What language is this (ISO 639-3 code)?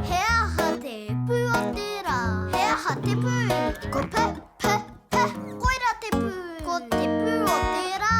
mri